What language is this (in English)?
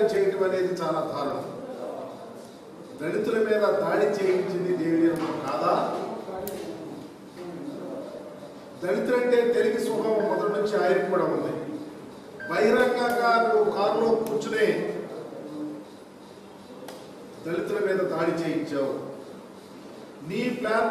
Telugu